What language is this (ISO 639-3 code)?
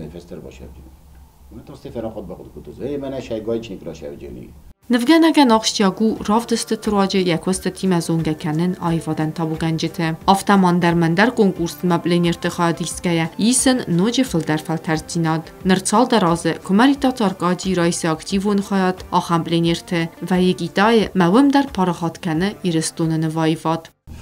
oss